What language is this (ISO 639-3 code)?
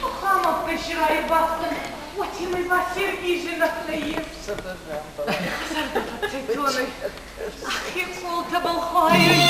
oss